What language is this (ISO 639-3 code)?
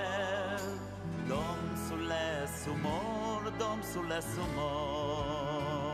yid